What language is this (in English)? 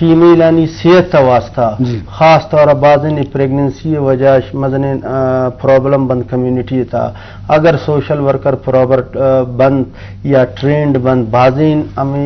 Eastern Balochi